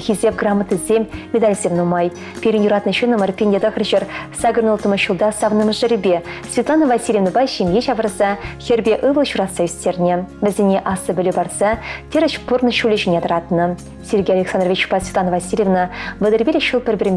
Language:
Chuvash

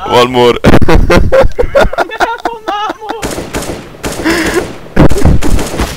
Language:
Croatian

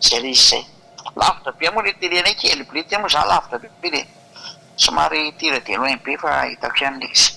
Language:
Malagasy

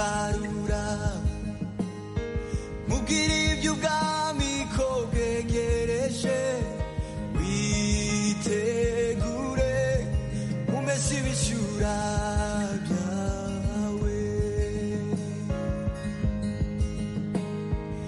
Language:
Kinyarwanda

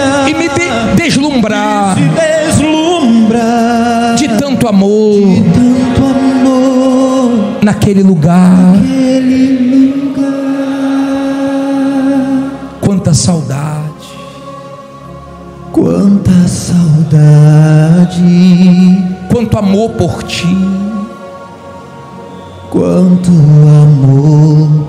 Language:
Portuguese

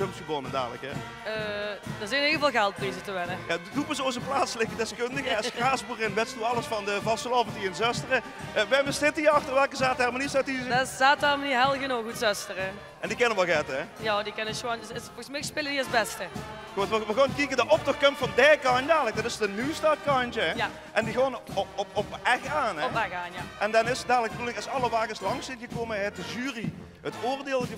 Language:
Limburgish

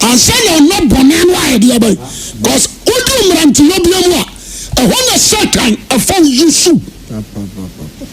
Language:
Akan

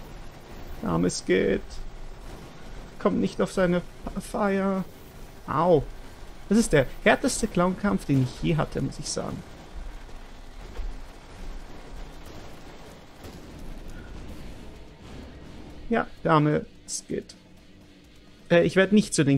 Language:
German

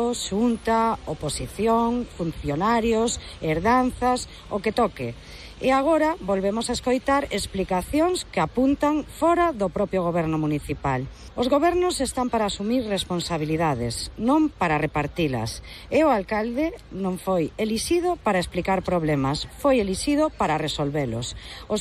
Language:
Galician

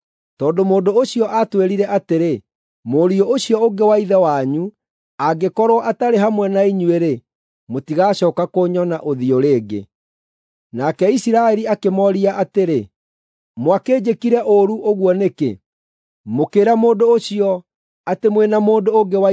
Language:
Kikuyu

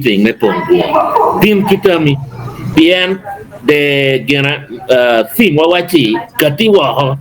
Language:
Acoli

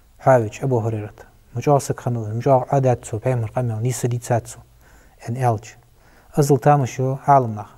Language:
Ingush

